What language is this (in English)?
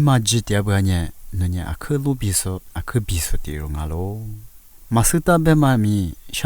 Lisu